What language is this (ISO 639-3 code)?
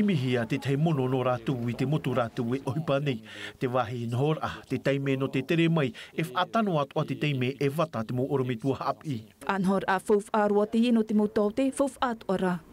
tah